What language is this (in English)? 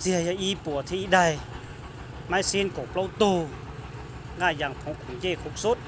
Hmong